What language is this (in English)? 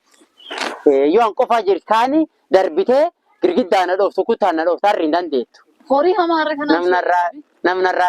Oromo